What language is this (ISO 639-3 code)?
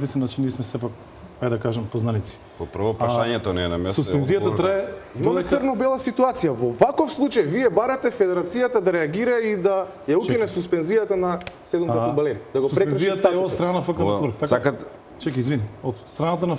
mkd